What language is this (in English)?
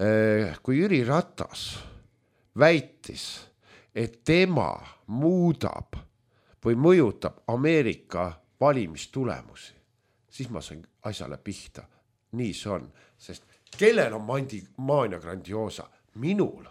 Estonian